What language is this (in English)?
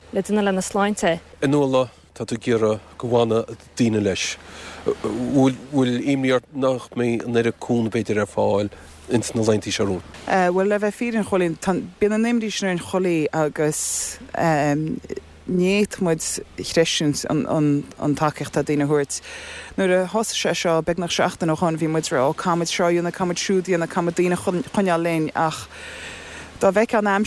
Irish